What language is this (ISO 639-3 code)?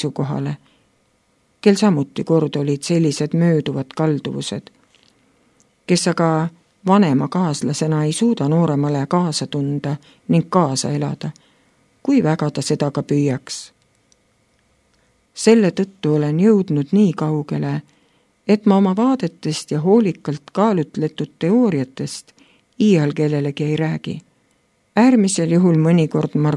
est